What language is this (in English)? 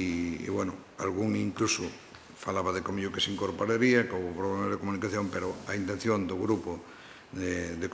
Galician